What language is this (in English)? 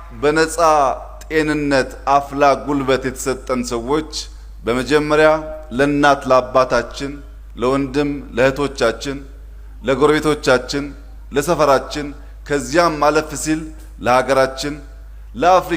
Amharic